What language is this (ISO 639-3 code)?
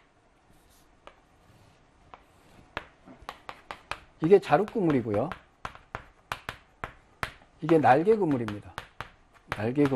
kor